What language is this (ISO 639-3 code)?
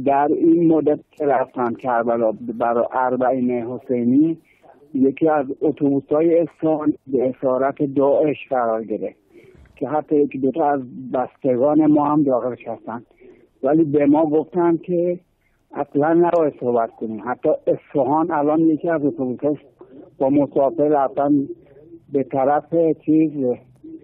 fas